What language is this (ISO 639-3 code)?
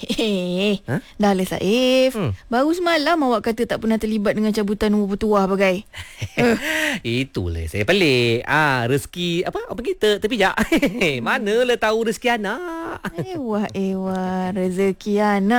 msa